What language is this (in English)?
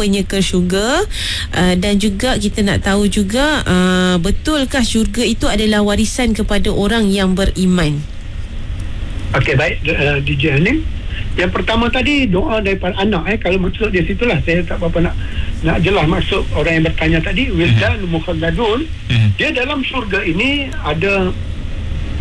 Malay